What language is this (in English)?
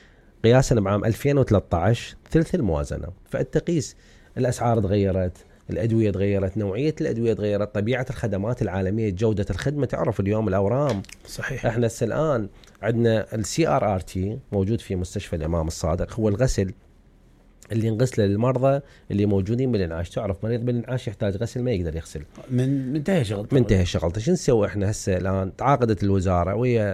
Mesopotamian Arabic